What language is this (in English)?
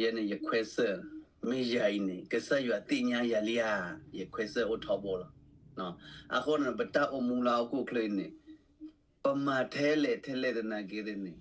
S'gaw Karen